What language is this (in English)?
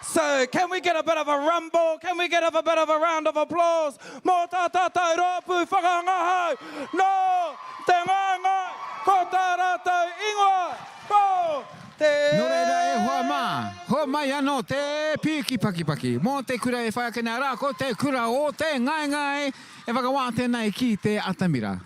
Māori